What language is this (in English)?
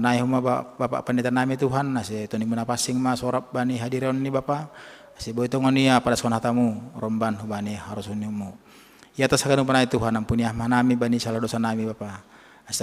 Batak Simalungun